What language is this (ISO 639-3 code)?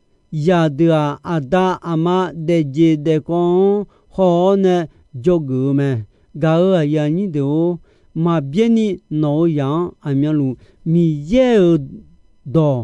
ahk